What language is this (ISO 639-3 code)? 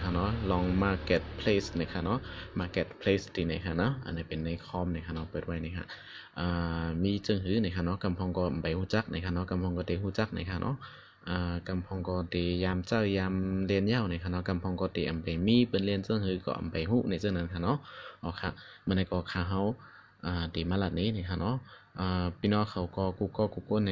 shn